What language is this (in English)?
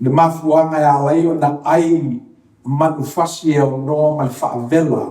Samoan